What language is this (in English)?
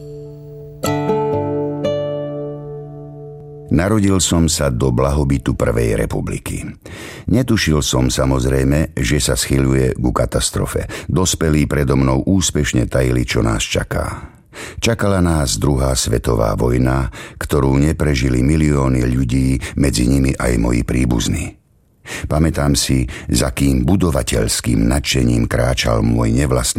Slovak